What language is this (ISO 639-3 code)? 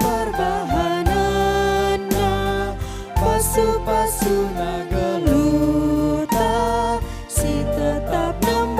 btx